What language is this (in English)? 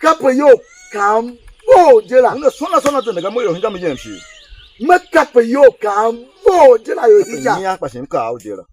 Tiv